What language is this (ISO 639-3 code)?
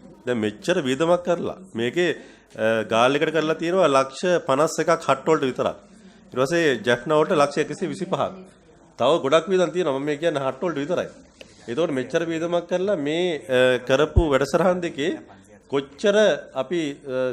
sin